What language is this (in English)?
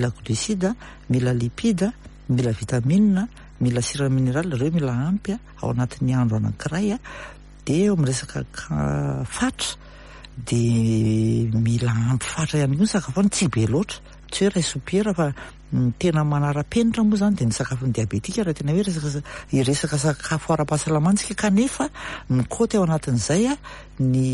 Malagasy